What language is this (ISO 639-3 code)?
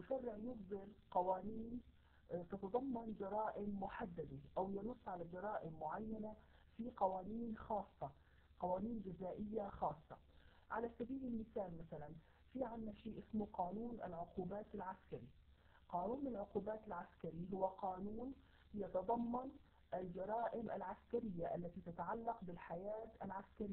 ara